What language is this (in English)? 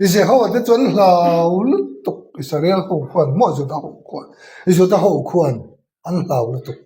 Mizo